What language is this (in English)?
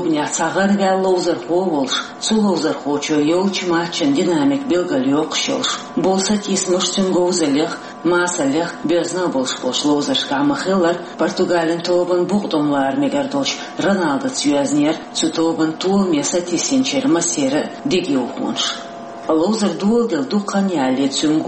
Chechen